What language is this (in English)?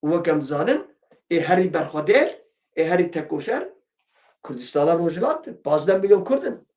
Kurdish